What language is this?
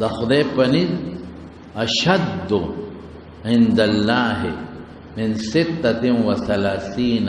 Pashto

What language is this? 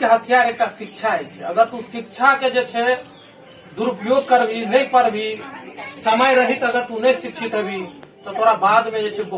Maithili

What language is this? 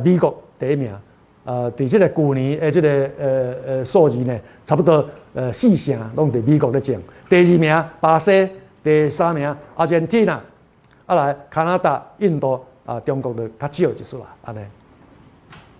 Min Nan Chinese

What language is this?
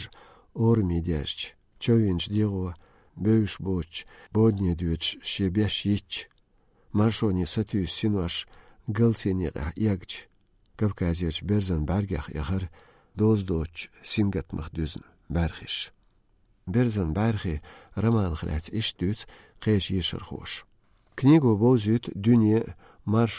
Chechen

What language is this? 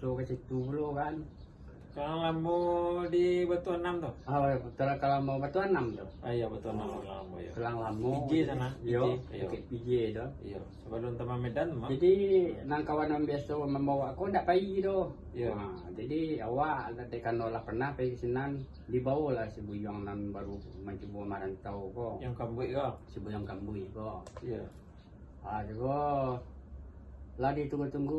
Minangkabau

